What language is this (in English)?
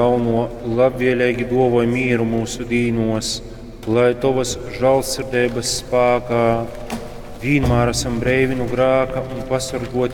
Latgalian